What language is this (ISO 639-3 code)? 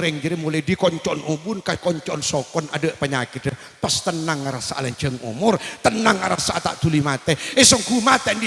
mad